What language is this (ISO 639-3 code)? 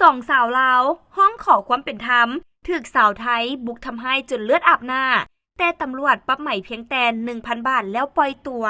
lao